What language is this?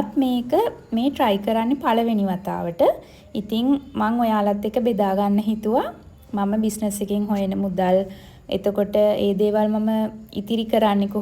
Sinhala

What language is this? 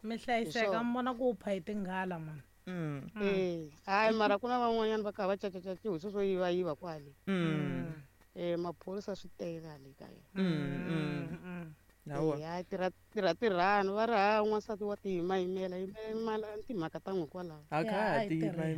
Tsonga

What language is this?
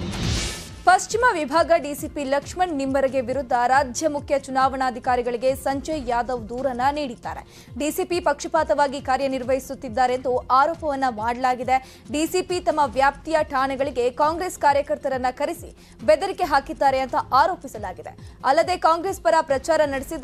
Kannada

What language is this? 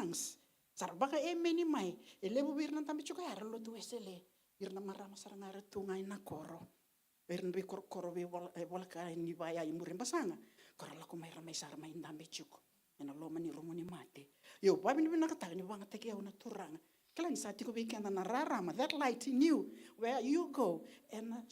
Fijian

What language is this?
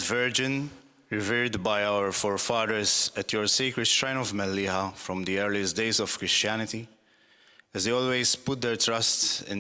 English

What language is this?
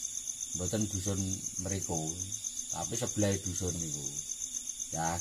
Javanese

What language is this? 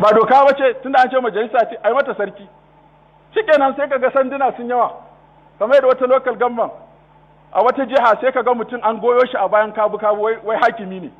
Hausa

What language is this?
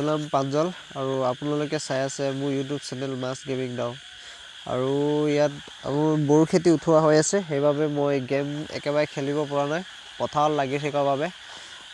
Assamese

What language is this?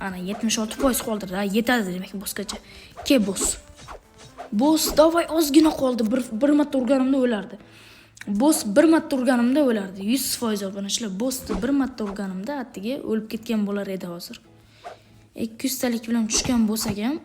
Uzbek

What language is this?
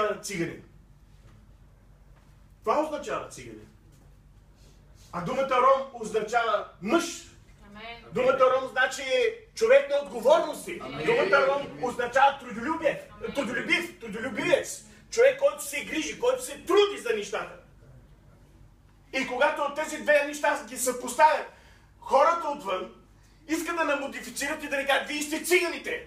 Bulgarian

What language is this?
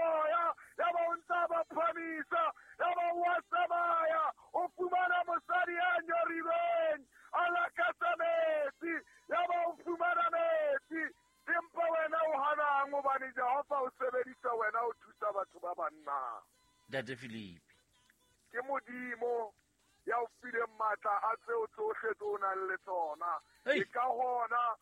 Southern Sotho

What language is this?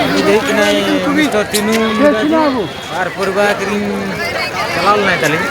Santali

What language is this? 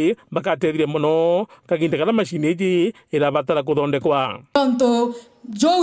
Meru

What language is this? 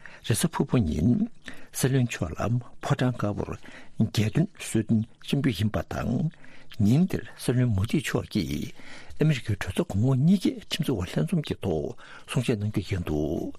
Tibetan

